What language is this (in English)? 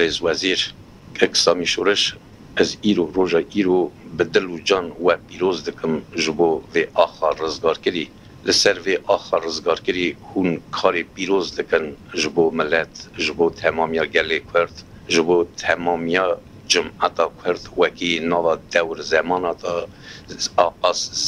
Kurdish